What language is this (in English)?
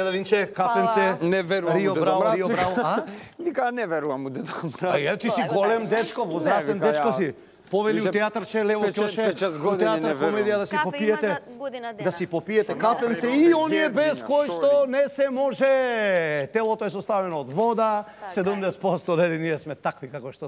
Macedonian